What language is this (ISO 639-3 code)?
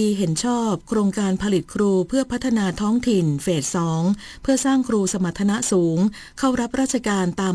tha